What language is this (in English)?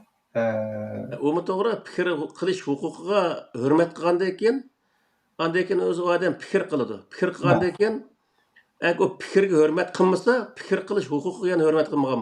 Uyghur